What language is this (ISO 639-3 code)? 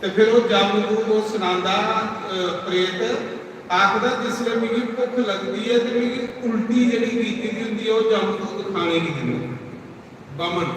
doi